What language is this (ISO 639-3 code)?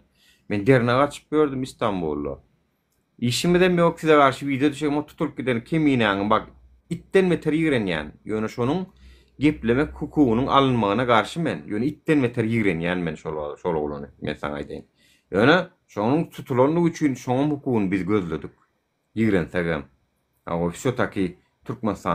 tuk